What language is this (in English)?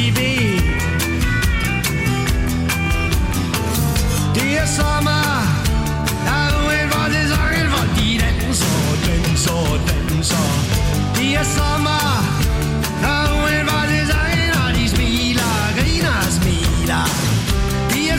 Danish